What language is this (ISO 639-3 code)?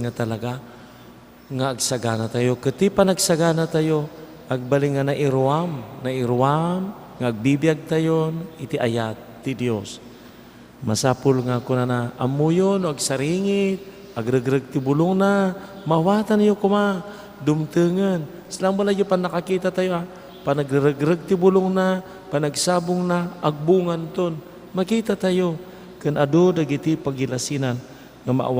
ilo